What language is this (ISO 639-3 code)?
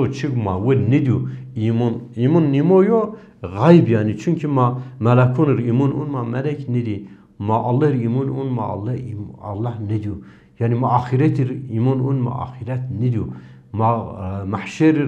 zza